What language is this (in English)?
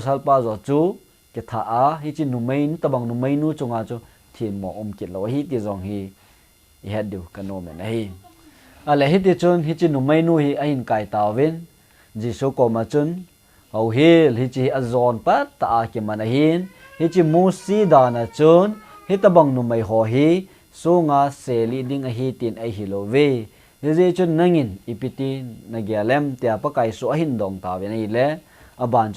Thado Chin